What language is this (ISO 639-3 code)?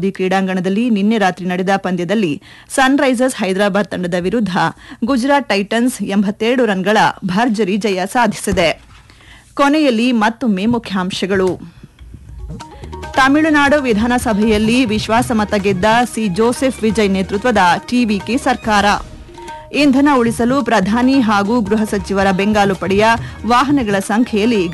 kan